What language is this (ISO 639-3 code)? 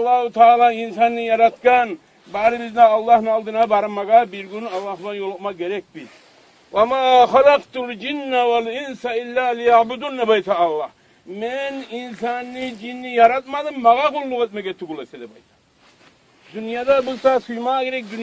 kum